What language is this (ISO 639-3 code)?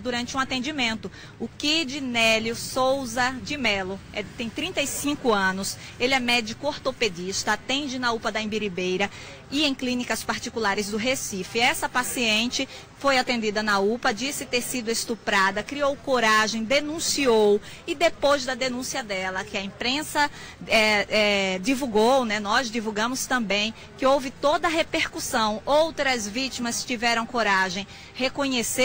por